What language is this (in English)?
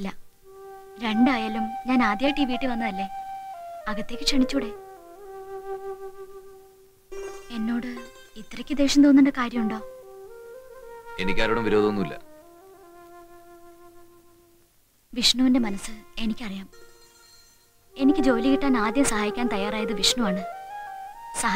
Malayalam